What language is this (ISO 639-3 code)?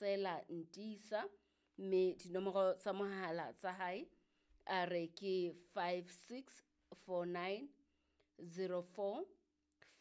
sot